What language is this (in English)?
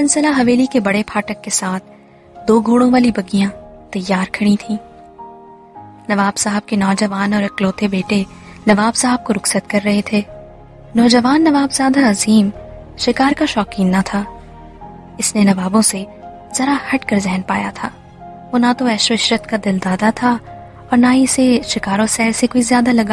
Urdu